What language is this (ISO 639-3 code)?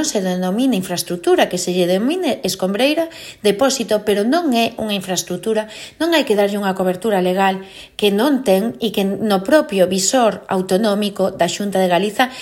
glg